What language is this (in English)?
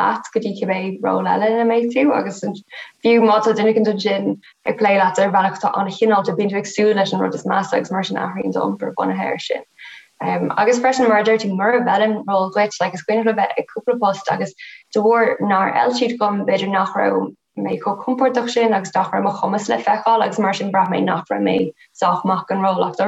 Irish